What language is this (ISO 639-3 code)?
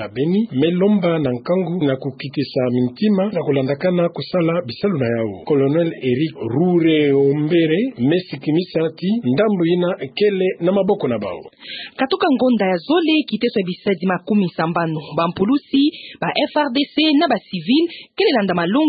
ktu